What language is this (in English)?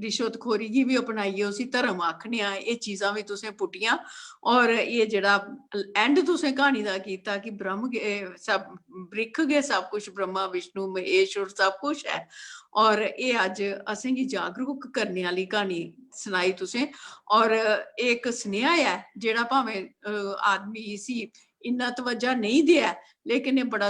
Dogri